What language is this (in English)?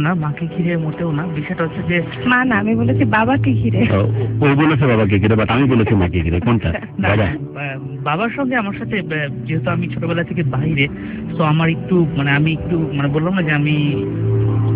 Bangla